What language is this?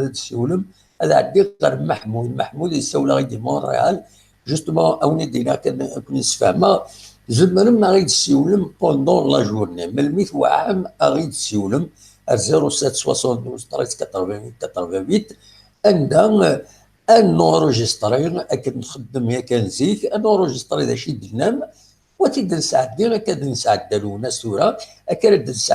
Kabyle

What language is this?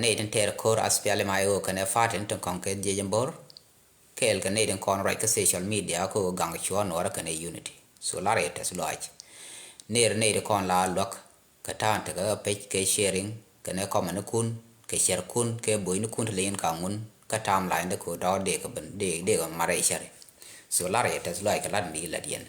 Nuer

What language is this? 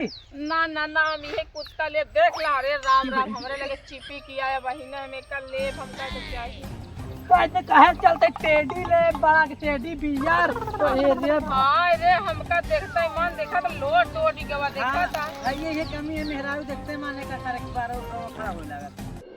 Awadhi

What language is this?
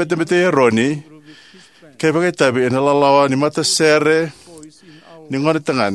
Fijian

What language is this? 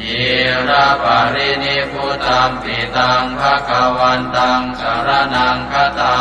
Pali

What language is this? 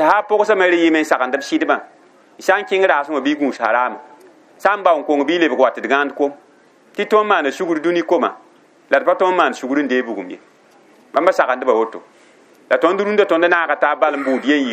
Mossi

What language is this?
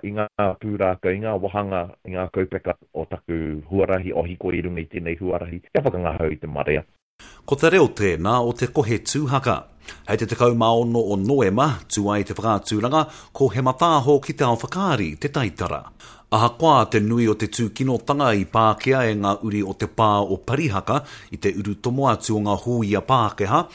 Māori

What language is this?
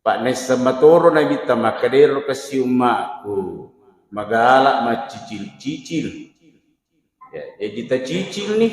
Buginese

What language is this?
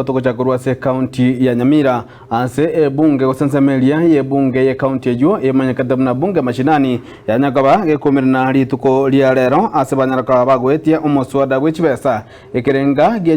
Gusii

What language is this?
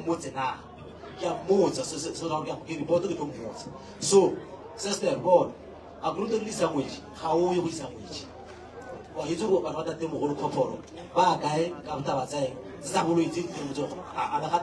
Northern Sotho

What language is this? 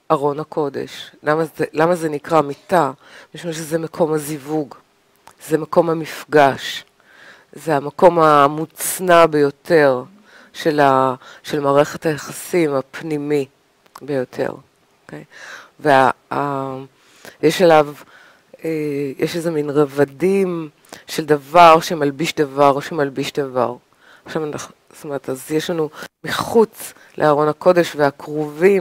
Hebrew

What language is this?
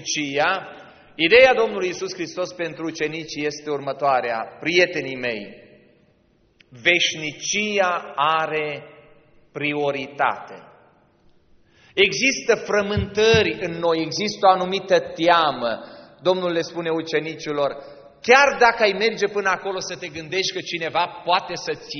Romanian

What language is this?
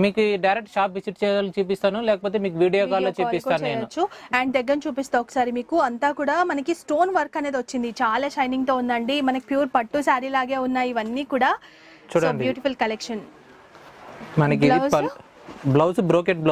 Telugu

